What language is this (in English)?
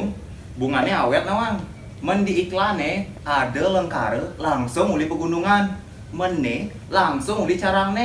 Balinese